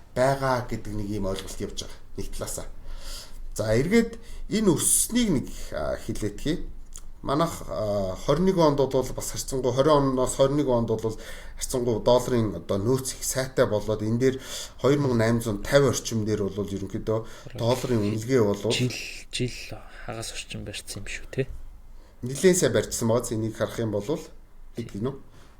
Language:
Mongolian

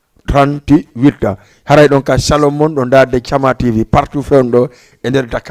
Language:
Fula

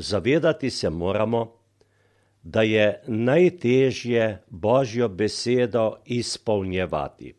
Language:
Slovenian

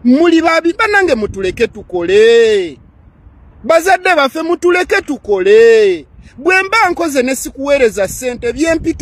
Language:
Ganda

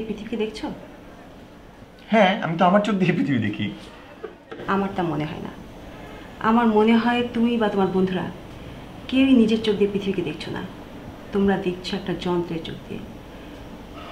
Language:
Bangla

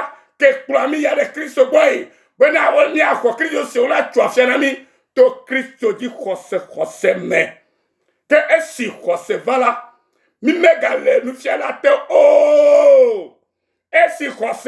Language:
Ewe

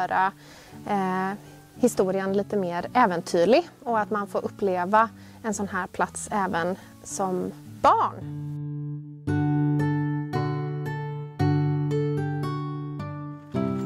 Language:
Swedish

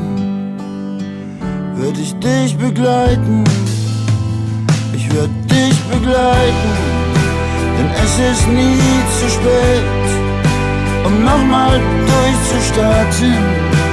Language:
German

